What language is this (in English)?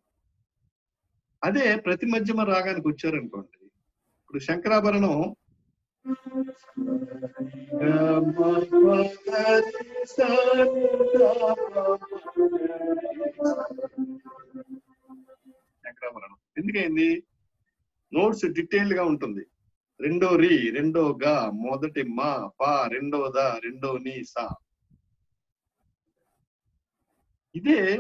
Telugu